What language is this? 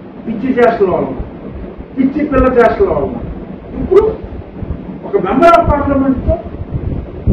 Telugu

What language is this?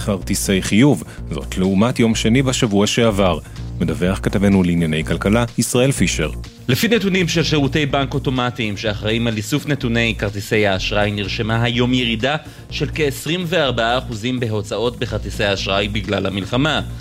Hebrew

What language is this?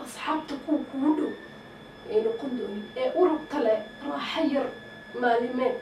Somali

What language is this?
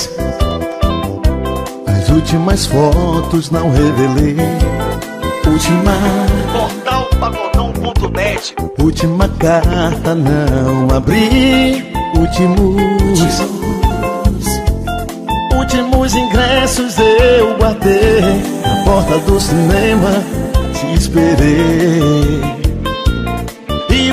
Portuguese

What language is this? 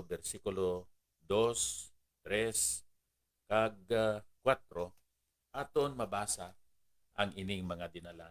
Hiligaynon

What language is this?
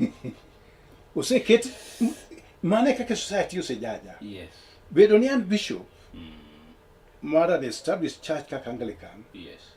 Luo (Kenya and Tanzania)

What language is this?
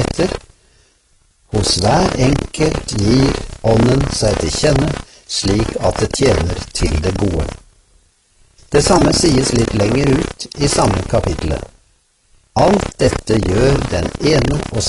Norwegian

